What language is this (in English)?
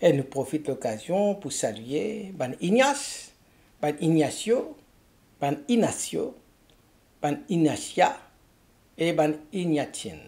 Morisyen